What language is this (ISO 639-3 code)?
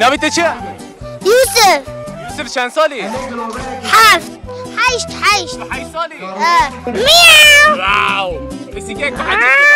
kur